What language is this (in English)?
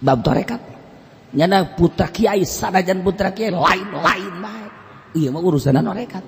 Sundanese